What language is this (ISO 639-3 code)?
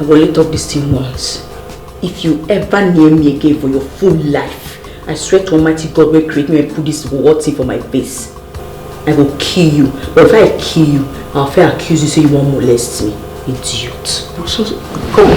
pcm